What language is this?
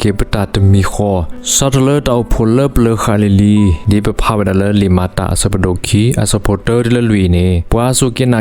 S'gaw Karen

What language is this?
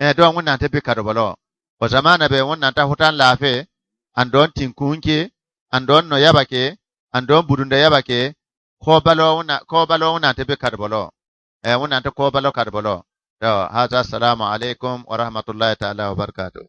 Bissa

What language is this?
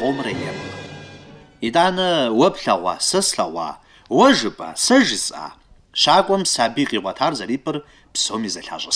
Kabardian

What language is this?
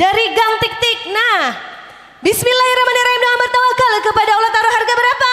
Banjar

